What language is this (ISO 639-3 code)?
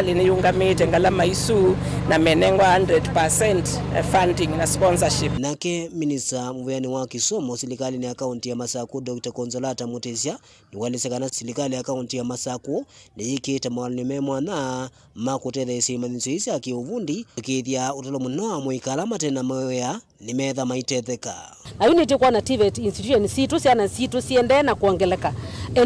kam